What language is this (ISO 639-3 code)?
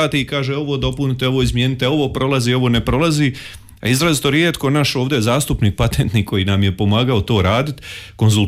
hrv